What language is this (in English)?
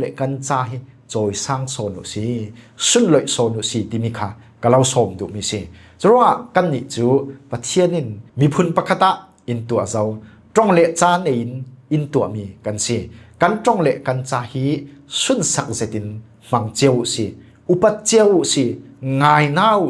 Falam Chin